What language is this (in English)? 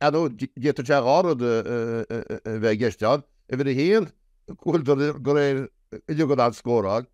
Irish